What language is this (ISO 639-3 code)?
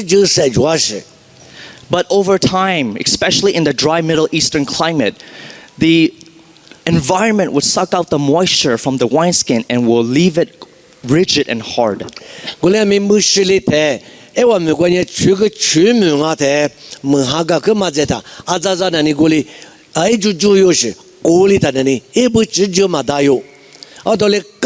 lis